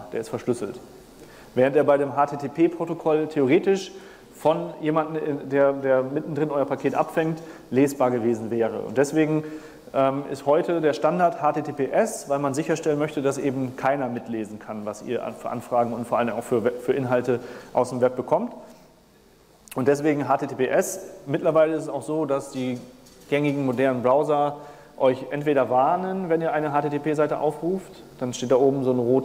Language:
German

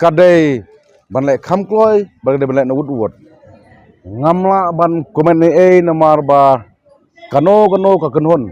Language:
Khasi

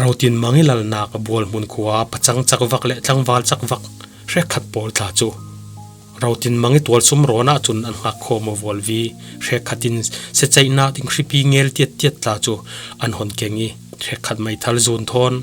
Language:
Falam Chin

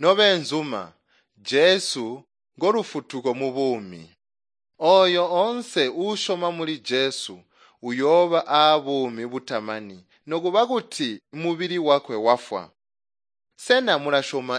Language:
Tonga (Zambia)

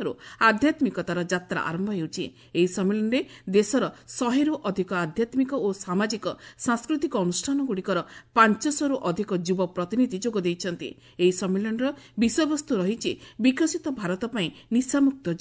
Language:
Odia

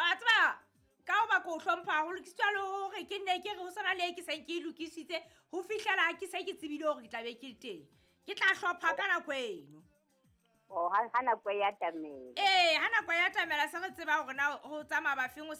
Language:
Southern Sotho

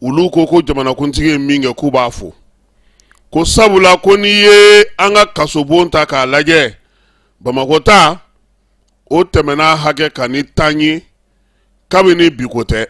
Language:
Bambara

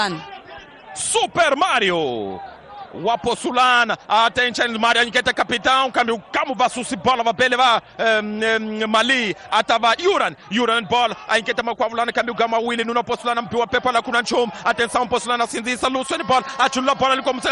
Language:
Tsonga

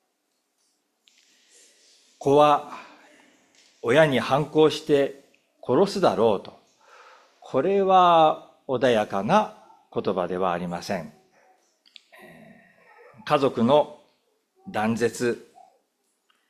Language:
Japanese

